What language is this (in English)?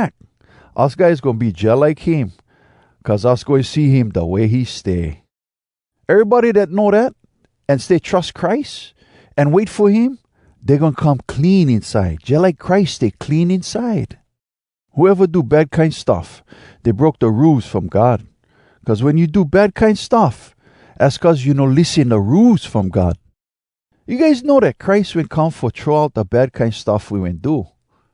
Hawai'i Creole English